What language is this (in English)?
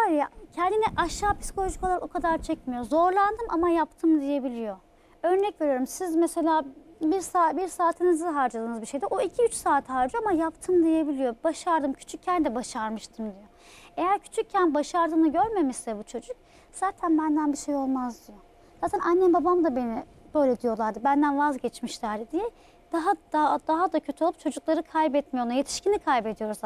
Turkish